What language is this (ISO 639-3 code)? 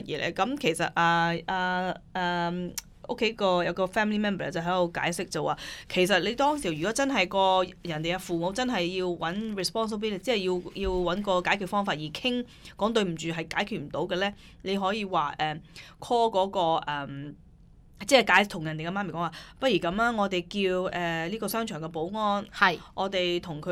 yue